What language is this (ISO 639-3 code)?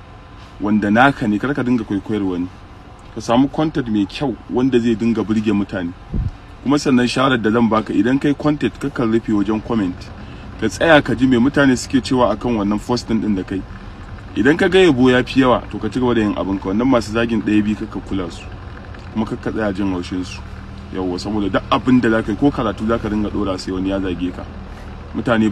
hau